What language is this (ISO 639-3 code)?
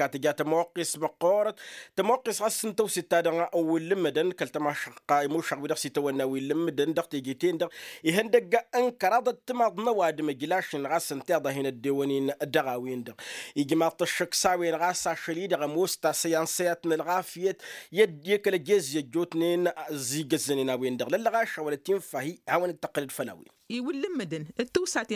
taq